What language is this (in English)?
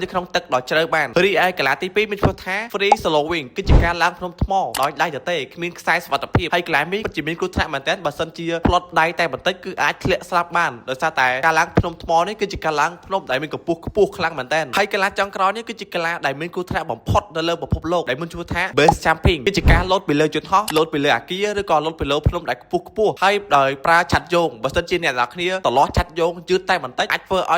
Khmer